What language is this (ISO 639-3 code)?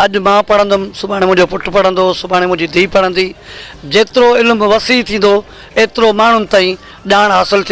snd